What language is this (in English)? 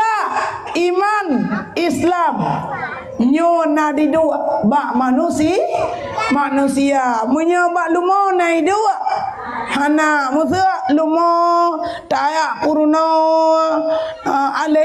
Achinese